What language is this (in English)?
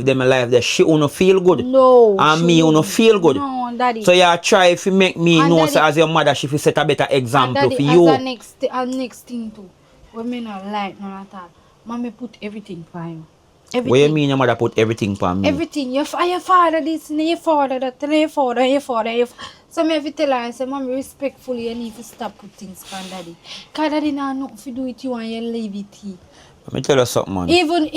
Jamaican Creole English